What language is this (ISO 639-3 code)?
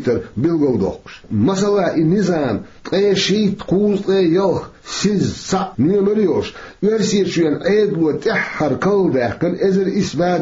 che